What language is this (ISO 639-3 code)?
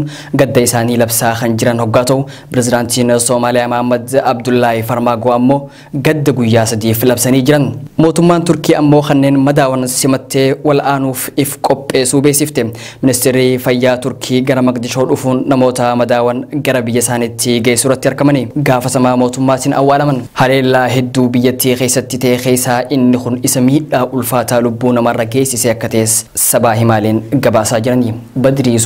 orm